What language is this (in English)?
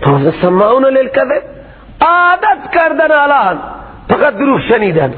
Persian